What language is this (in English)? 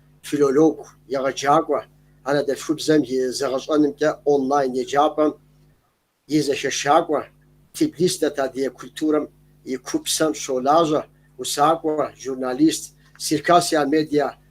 Kabardian